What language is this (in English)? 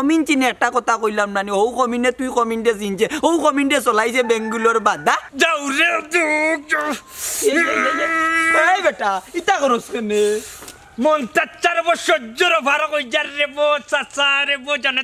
Sylheti